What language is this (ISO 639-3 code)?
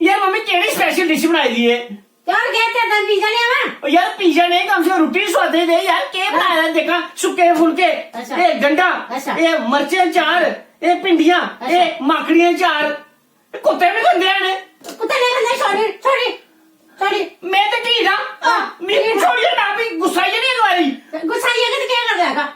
doi